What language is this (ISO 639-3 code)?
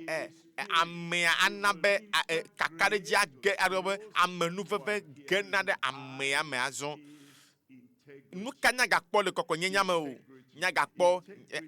ewe